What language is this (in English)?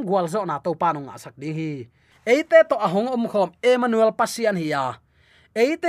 Tedim Chin